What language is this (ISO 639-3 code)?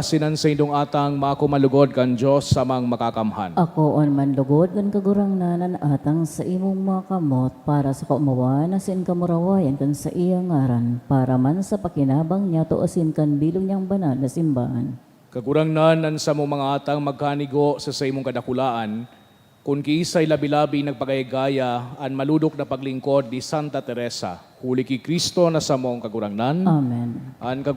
bik